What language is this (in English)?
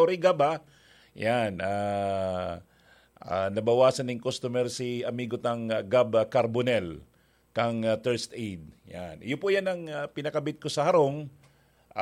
Bikol